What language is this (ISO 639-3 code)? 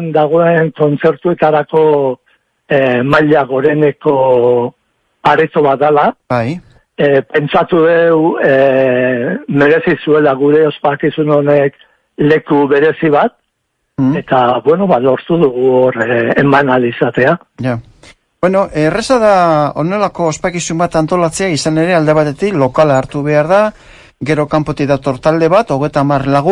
eus